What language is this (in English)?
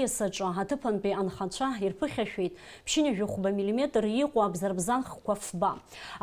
Abkhazian